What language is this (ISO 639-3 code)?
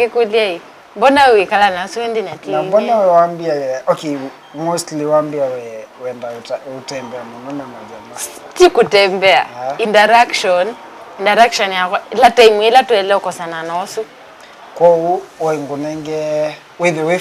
kam